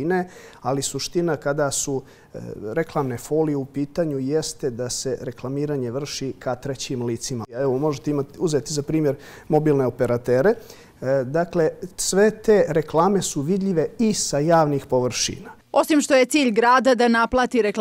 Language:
Bosnian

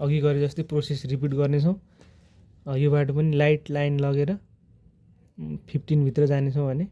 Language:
Nepali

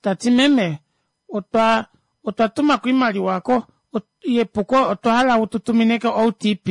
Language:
Kuanyama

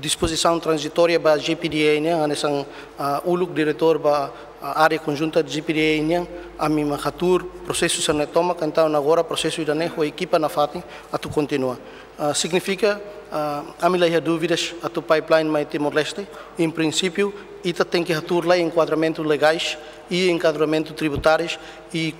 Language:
Tetum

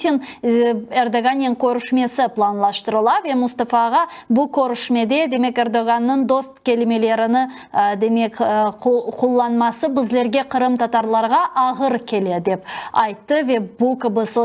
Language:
Crimean Tatar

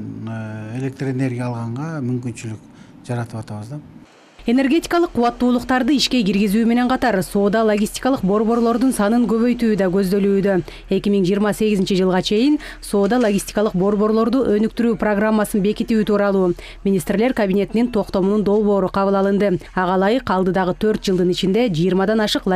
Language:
Kyrgyz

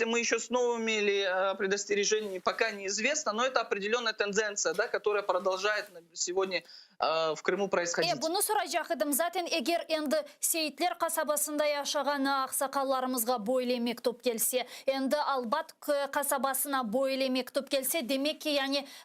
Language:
Crimean Tatar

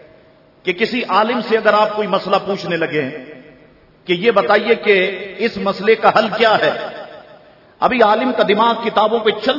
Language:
Urdu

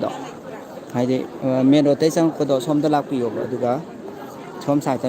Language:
Manipuri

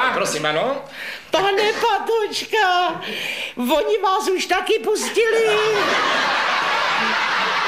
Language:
Czech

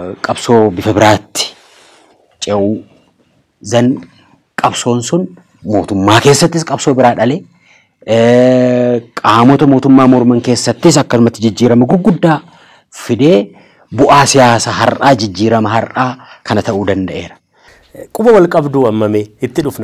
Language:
Oromo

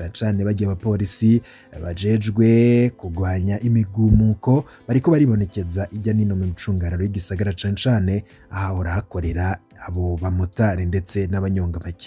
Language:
Rundi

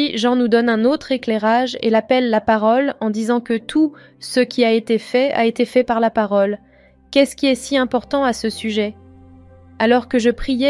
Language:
French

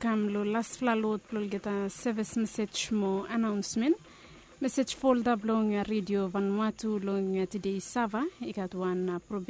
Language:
Bislama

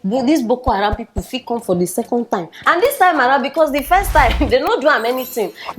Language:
Nigerian Pidgin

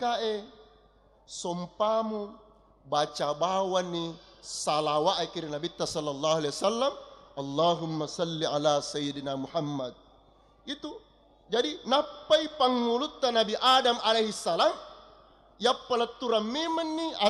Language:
Buginese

